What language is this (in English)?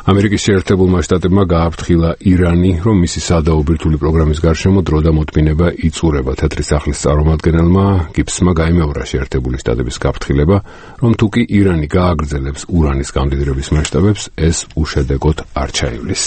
Georgian